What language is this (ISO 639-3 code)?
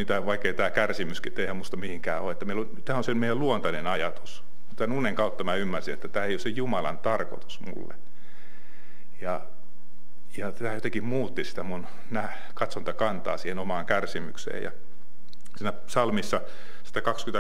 fin